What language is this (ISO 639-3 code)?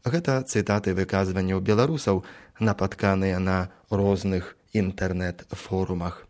bel